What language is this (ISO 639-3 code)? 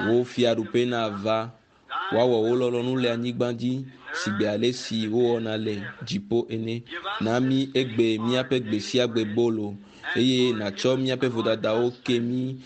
ewe